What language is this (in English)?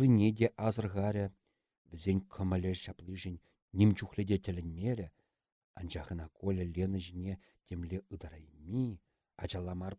Chuvash